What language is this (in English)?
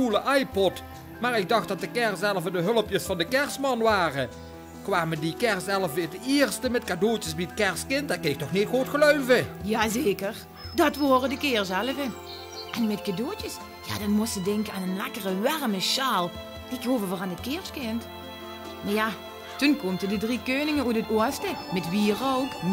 Limburgish